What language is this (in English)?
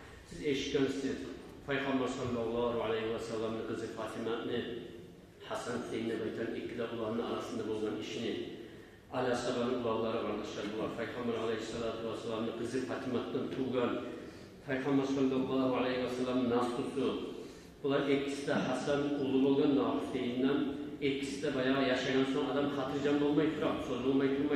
Kumyk